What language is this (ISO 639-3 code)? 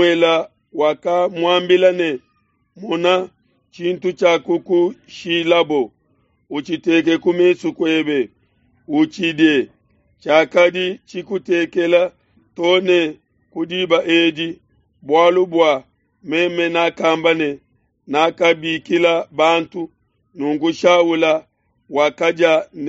lua